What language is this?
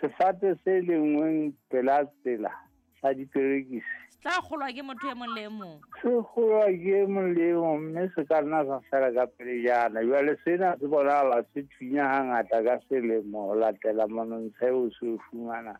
Southern Sotho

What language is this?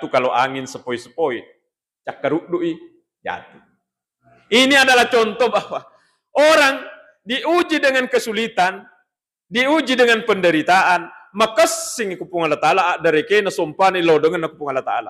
Buginese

